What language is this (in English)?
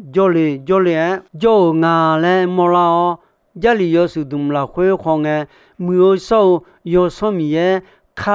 Akha